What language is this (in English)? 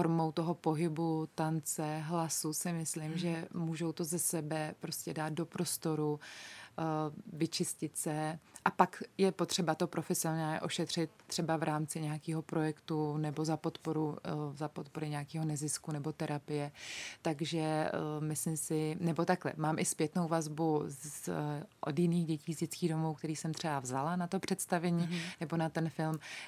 Czech